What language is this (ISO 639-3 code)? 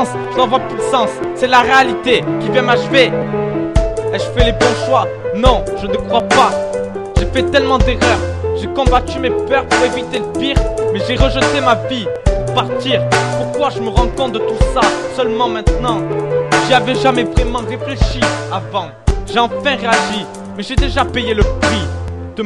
fra